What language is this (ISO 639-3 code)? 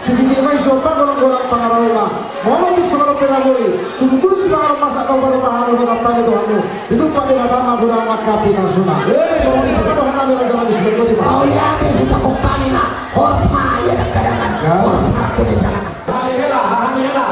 bbc